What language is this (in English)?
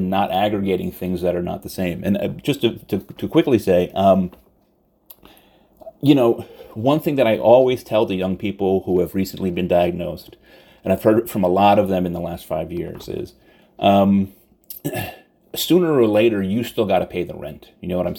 English